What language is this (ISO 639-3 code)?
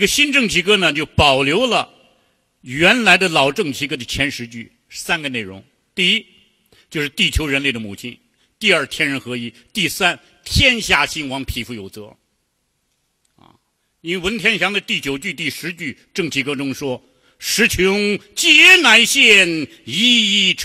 zho